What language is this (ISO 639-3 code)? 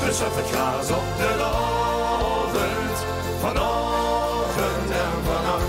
lim